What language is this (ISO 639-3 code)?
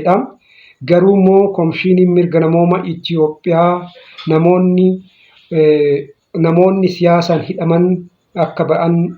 orm